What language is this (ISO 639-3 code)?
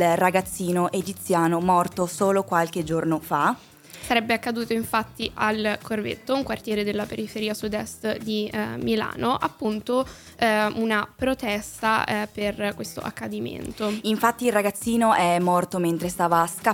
ita